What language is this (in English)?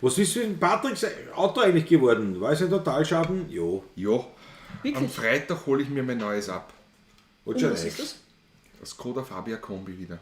Bavarian